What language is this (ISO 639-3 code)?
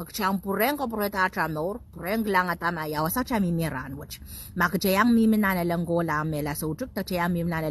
pon